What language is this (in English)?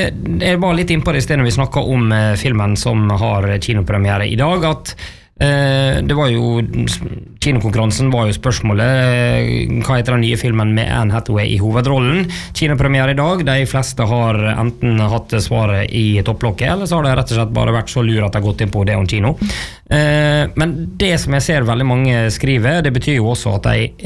Norwegian